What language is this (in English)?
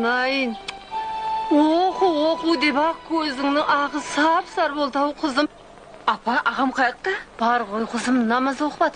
Kara-Kalpak